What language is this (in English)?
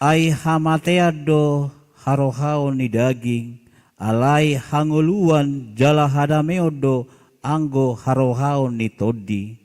Batak Toba